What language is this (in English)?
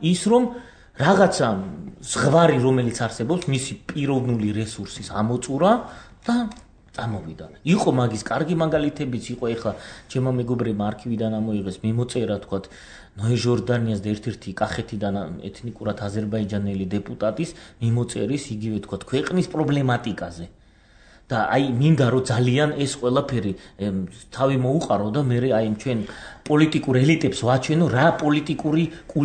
Georgian